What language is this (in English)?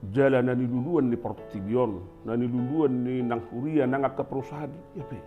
Batak Toba